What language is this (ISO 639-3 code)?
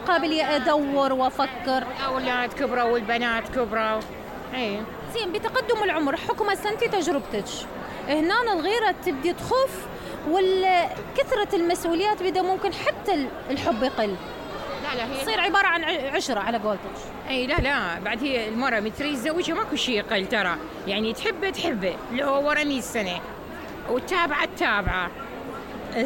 acm